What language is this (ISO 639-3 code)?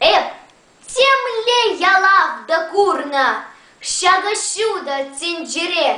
chv